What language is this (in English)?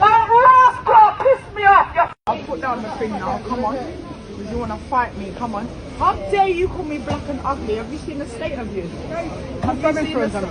Jamaican Creole English